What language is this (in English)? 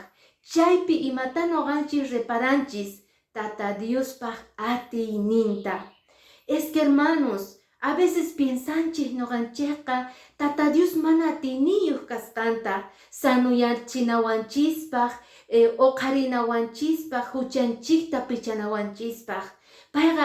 Quechua